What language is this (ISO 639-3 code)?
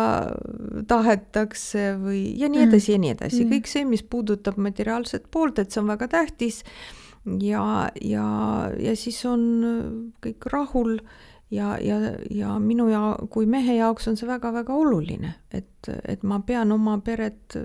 est